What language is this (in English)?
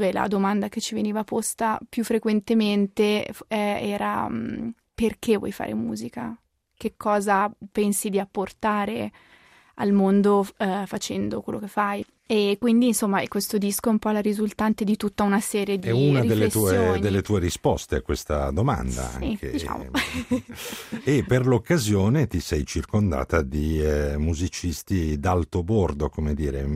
Italian